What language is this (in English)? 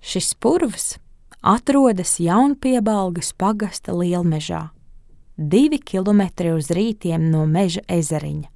Latvian